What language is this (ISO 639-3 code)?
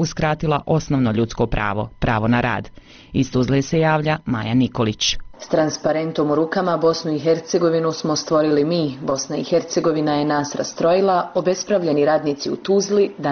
bos